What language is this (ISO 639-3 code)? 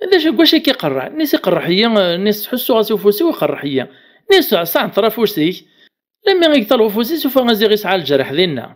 kab